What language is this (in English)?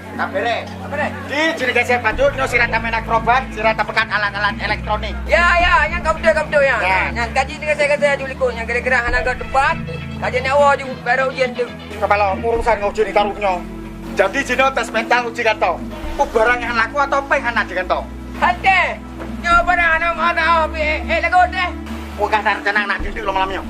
Achinese